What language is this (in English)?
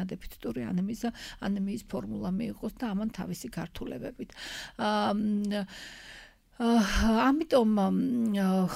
Georgian